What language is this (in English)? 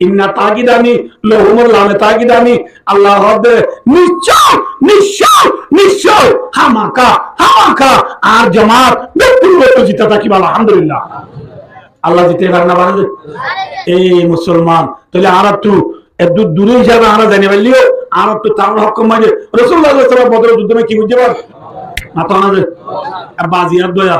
Rohingya